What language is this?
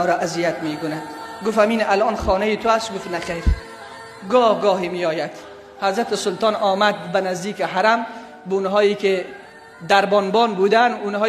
Tajik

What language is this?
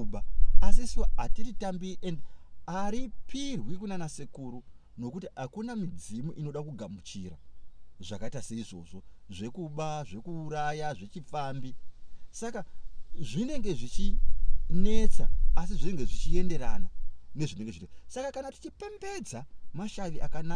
Shona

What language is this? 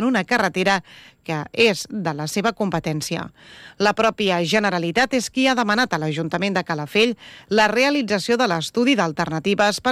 Catalan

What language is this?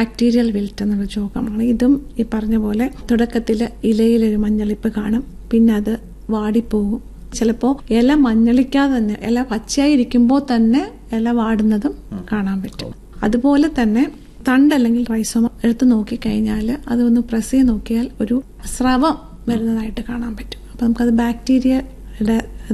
Malayalam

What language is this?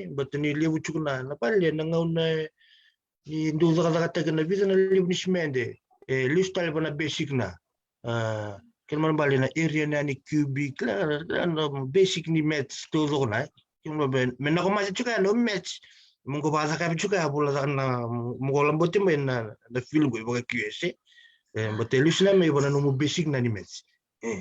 Fijian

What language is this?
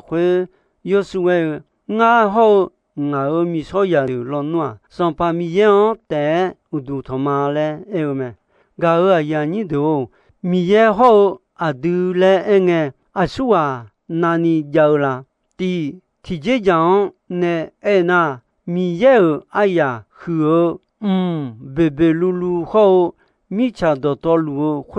Akha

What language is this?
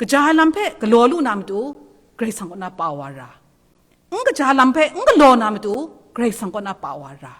Kachin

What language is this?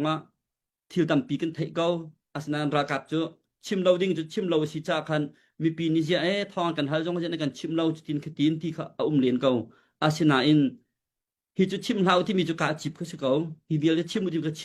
Hakha Chin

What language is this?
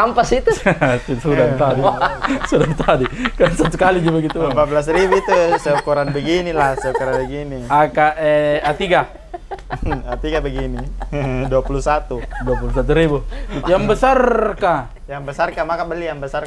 Makassar Malay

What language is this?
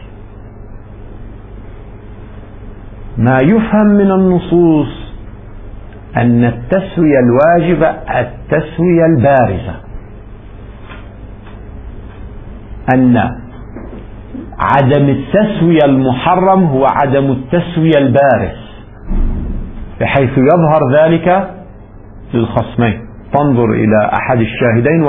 Arabic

